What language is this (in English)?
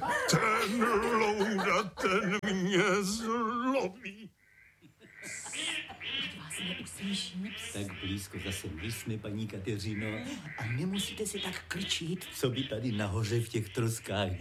Czech